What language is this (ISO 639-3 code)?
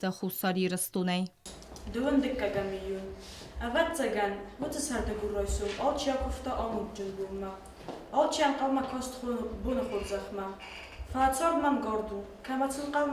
oss